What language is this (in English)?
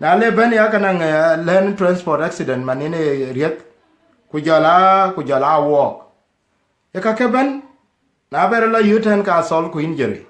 Dinka